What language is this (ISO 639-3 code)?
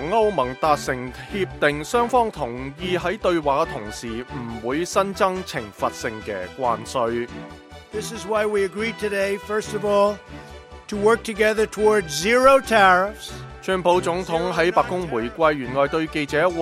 yue